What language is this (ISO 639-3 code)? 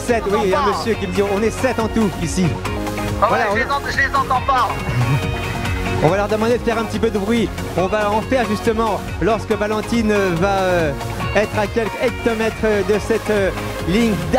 fra